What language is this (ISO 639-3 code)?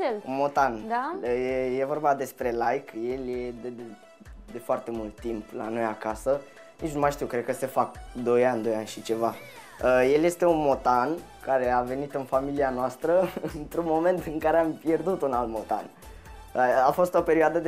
ron